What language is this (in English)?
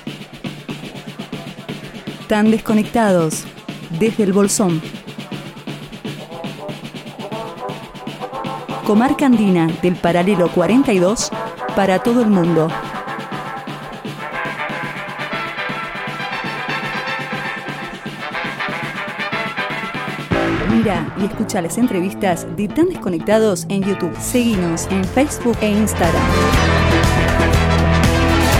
Spanish